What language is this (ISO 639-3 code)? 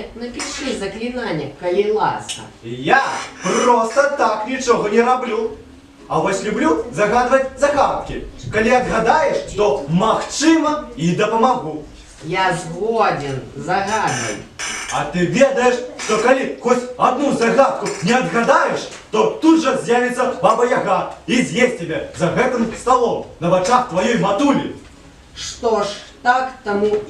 bel